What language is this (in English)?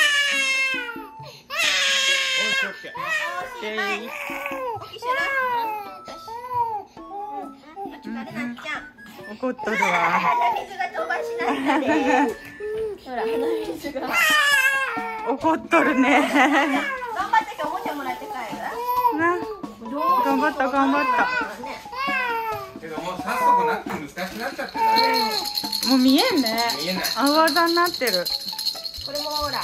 Japanese